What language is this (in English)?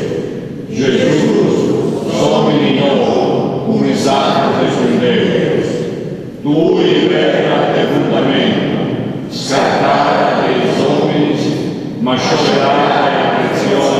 Sardinian